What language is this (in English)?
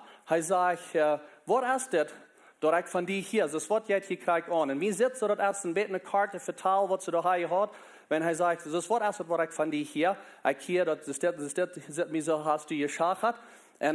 Plautdietsch